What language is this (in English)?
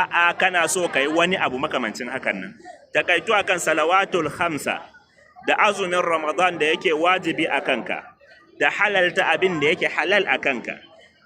Hausa